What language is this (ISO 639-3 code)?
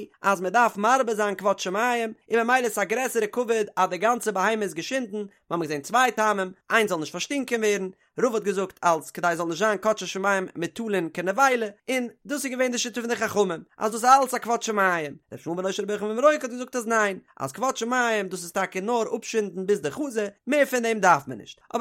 yid